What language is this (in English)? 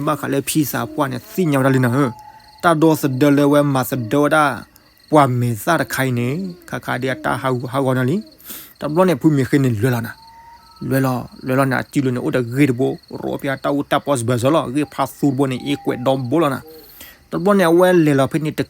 S'gaw Karen